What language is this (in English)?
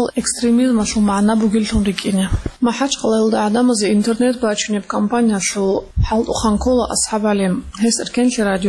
Avaric